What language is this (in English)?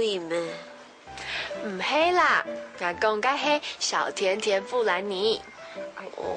Hakka Chinese